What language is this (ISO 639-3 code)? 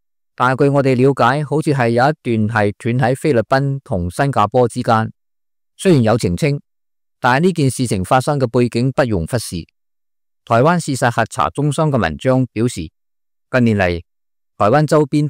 yue